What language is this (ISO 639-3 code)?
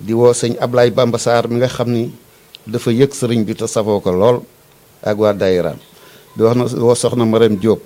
wol